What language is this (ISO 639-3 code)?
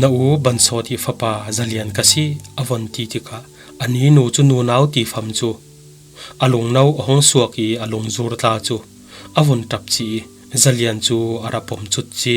cfm